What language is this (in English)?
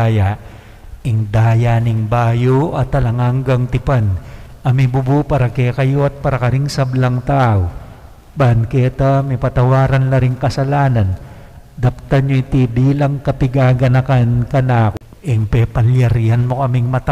Pampanga